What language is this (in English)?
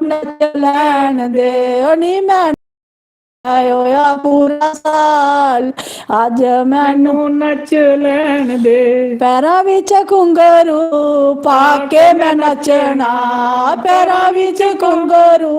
Dogri